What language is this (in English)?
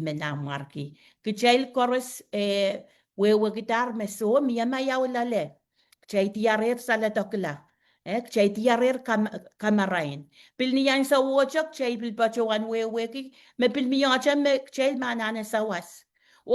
Pohnpeian